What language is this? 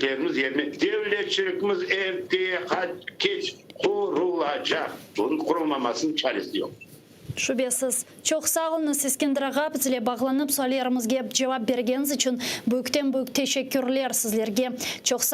Crimean Tatar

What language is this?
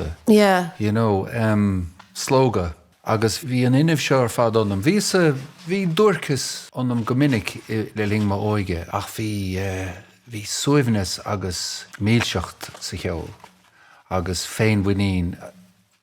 Irish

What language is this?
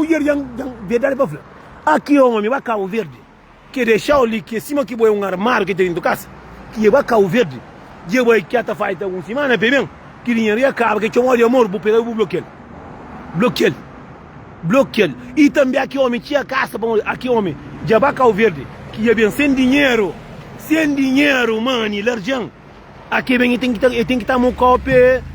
Kabuverdianu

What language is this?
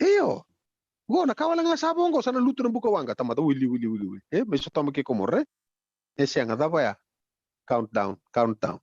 Fijian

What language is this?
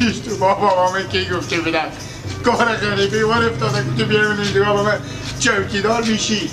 Persian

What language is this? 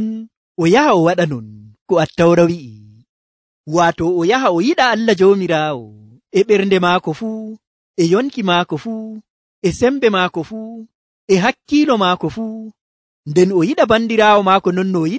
Nigerian Fulfulde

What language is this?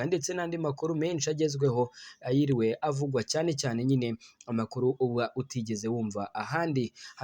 Kinyarwanda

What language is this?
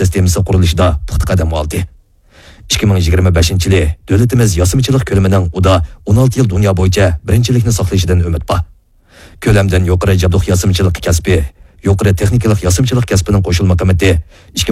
Uyghur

